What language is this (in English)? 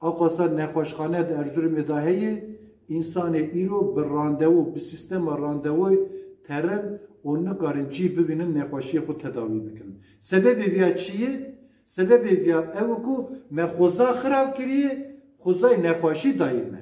Kurdish